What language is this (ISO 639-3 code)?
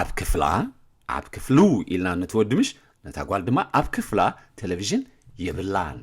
tir